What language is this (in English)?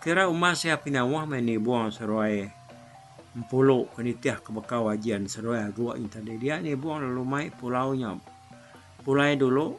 Iban